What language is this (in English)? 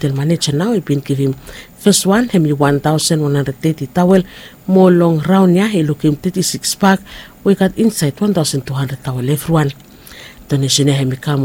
Bislama